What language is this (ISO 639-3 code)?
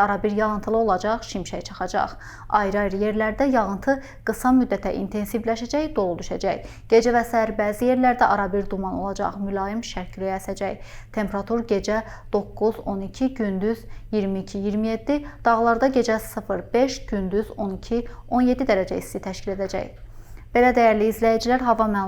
aze